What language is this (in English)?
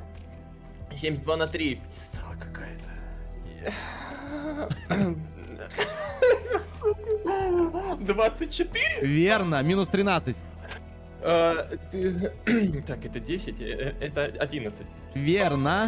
Russian